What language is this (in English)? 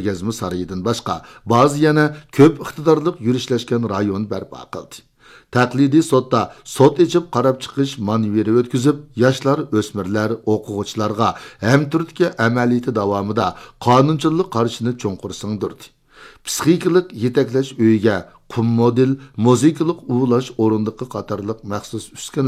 Uyghur